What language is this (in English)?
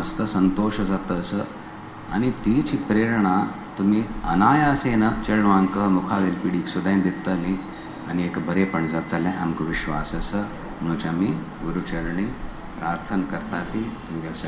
Konkani